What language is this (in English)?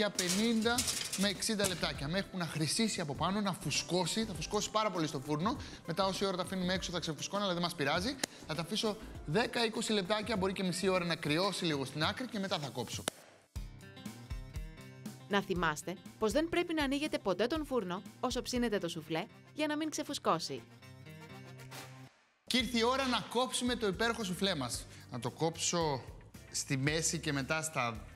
Greek